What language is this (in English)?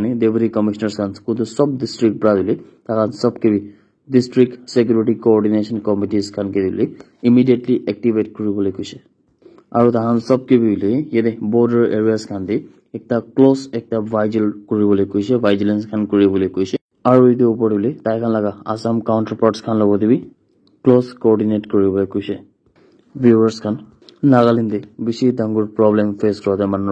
Naga Pidgin